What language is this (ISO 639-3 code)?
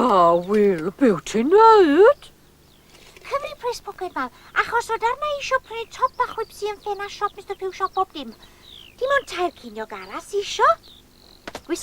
cym